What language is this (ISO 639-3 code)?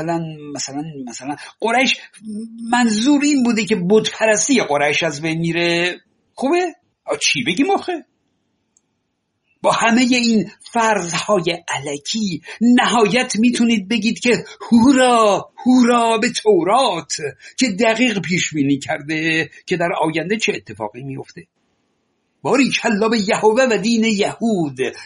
fas